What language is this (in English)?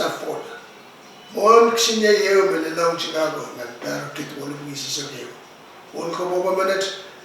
Pohnpeian